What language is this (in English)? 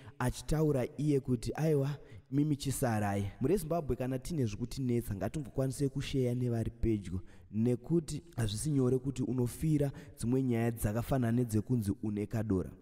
Shona